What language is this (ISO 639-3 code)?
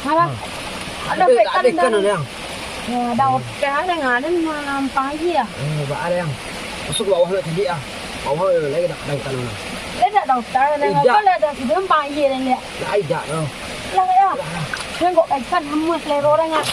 min